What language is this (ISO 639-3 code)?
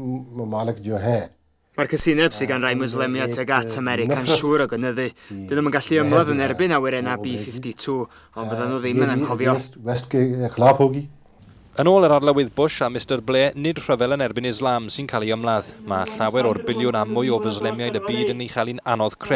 cym